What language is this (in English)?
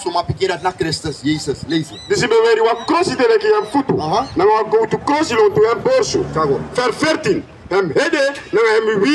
Sranan Tongo